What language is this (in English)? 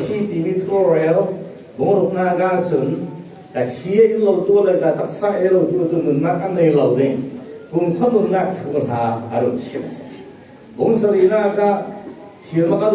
Falam Chin